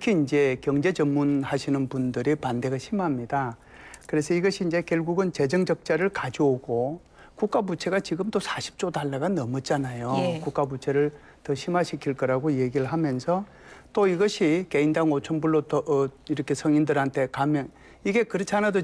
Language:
Korean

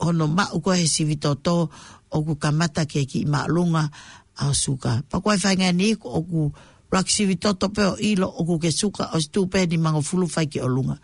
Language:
Tongan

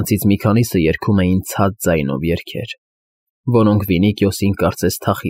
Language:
Armenian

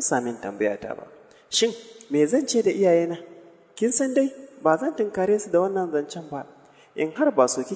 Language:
Hausa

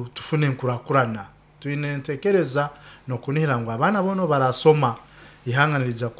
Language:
Nyoro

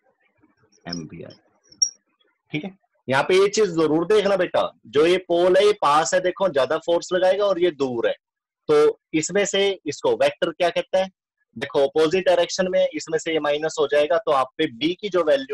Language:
Hindi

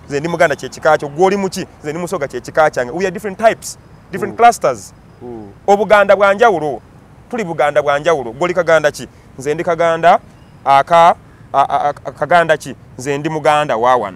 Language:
Ganda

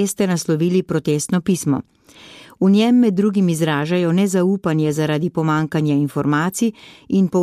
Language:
Slovenian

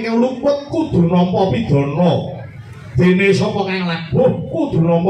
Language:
Javanese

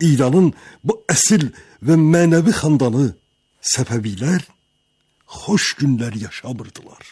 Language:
Azerbaijani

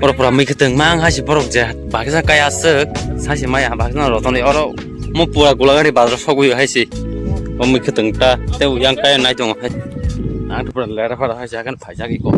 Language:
Kok Borok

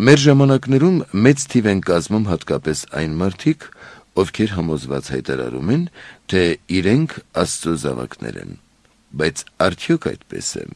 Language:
Armenian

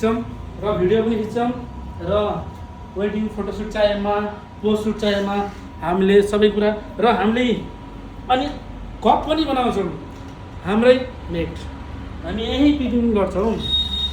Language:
Nepali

